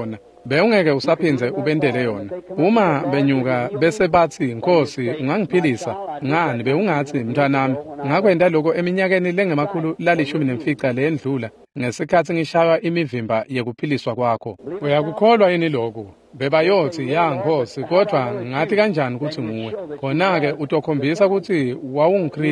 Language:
Swati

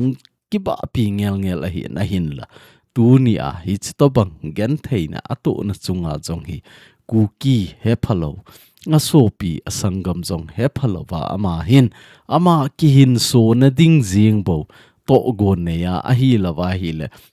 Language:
Thado Chin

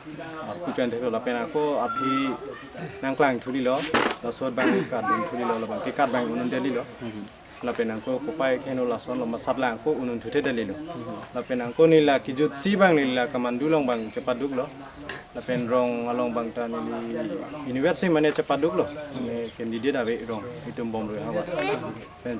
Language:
Karbi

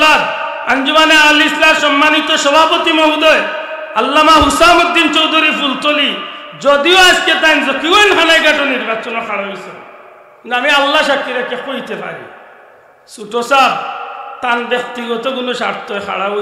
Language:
Sylheti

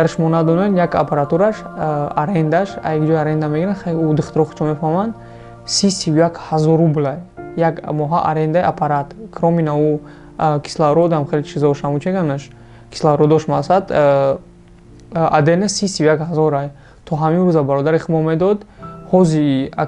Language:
Tajik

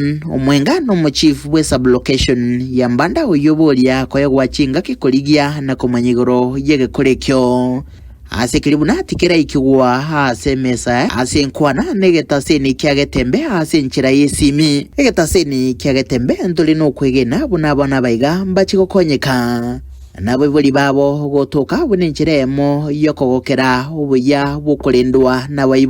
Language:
Gusii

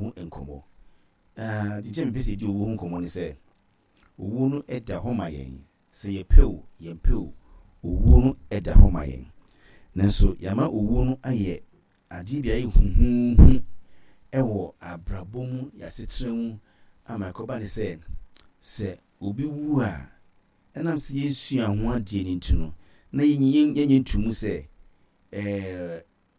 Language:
Akan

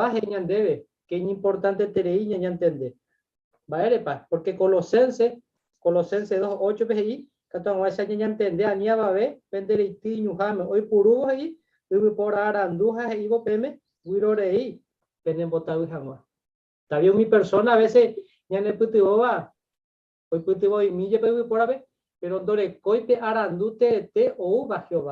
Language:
Guarani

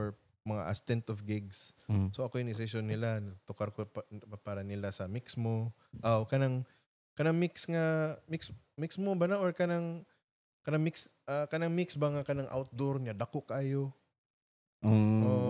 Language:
Cebuano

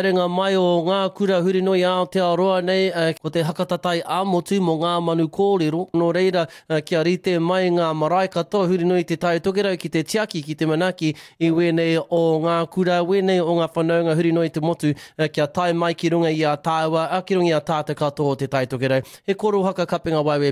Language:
Māori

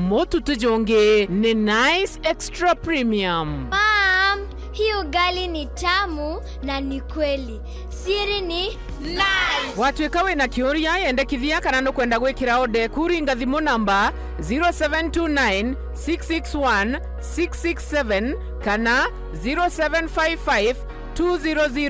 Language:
Meru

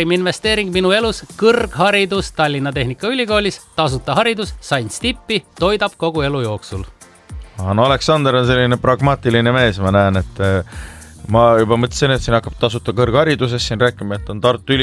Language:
Estonian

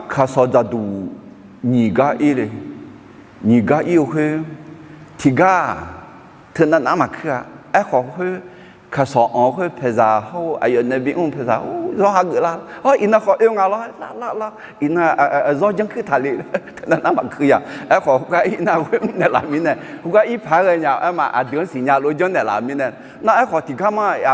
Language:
Akha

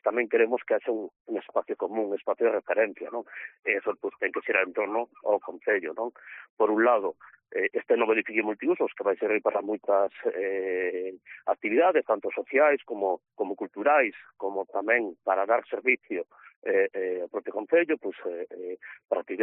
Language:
Galician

